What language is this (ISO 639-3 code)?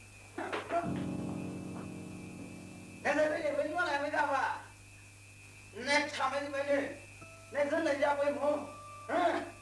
pmx